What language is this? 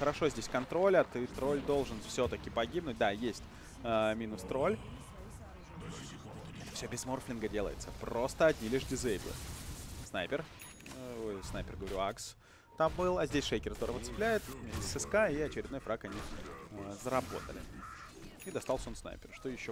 Russian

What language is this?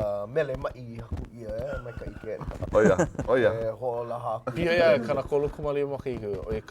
Hawaiian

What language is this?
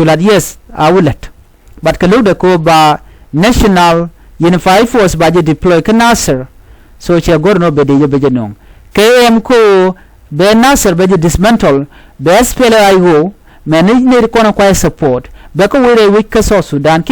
Nuer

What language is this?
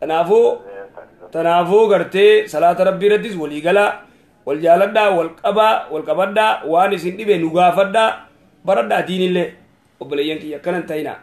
Oromo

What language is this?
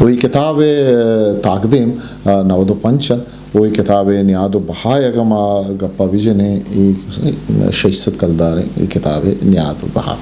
Eastern Balochi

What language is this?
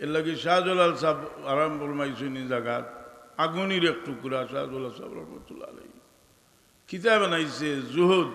Sylheti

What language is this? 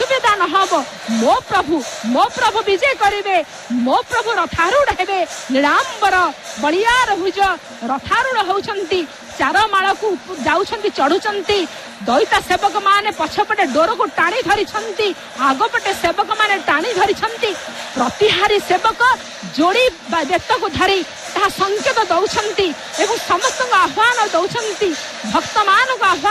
Odia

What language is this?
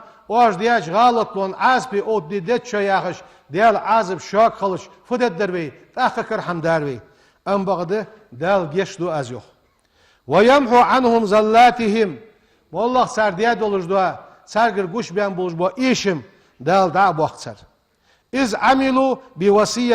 Ingush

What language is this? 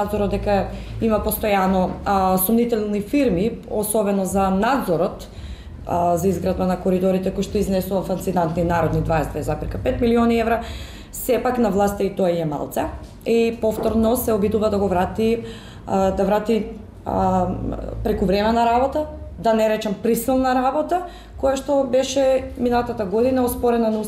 Macedonian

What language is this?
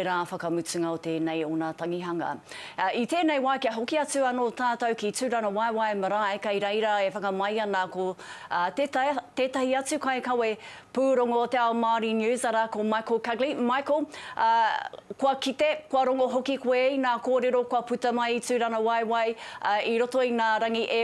Māori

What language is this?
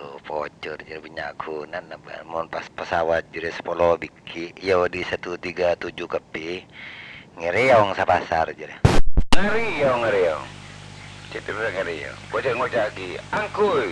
Madurese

